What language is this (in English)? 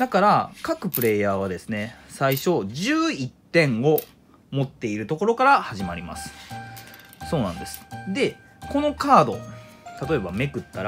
Japanese